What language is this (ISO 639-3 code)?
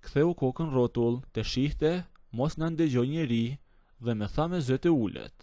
sqi